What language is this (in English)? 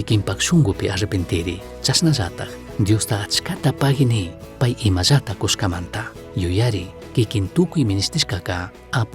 Chimborazo Highland Quichua